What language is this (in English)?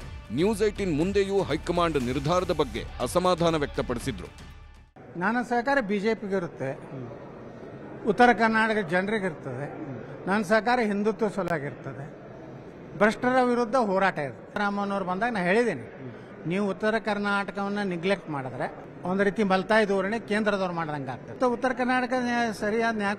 Kannada